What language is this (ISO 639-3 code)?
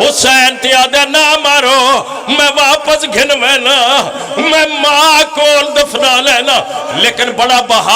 phr